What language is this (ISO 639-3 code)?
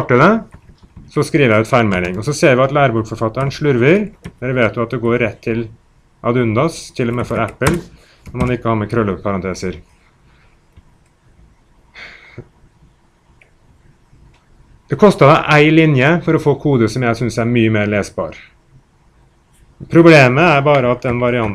nor